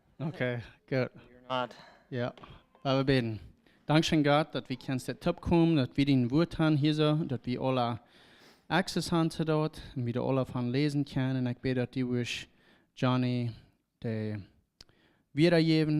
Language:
Plautdietsch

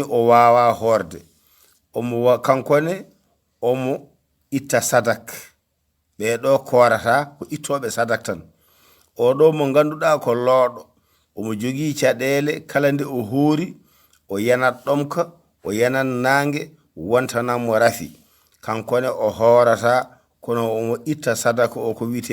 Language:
Fula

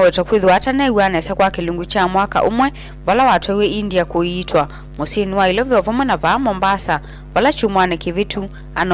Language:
Kamba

